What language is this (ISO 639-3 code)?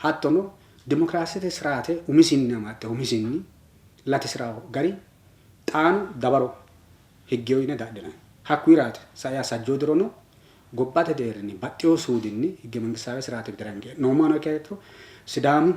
sid